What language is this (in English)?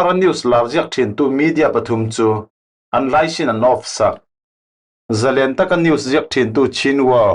Falam Chin